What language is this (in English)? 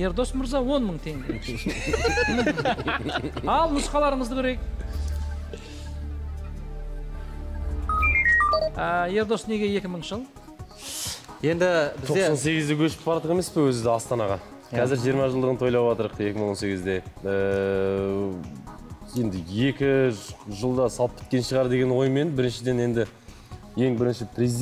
Kazakh